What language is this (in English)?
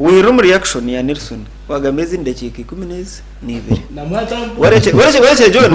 Nyankole